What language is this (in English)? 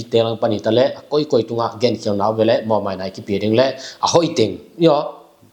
Tedim Chin